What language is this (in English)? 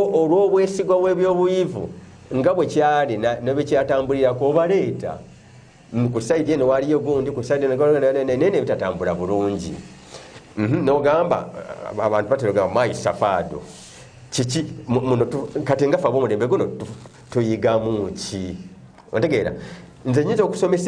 Ganda